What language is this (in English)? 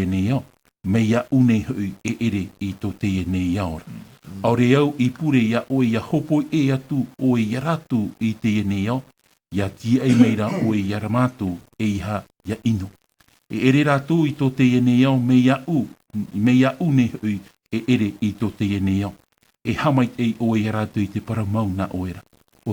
Tahitian